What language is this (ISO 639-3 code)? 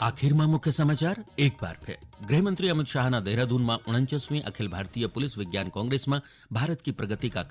gbm